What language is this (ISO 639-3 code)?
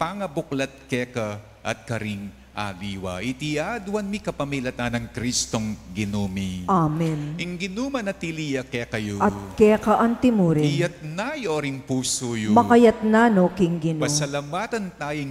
pam